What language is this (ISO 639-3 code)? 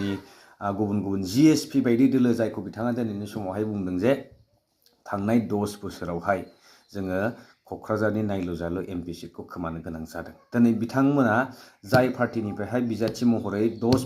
brx